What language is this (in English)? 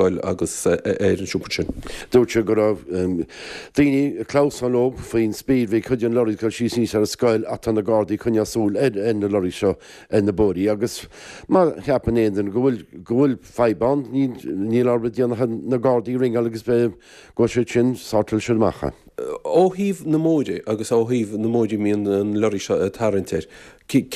Irish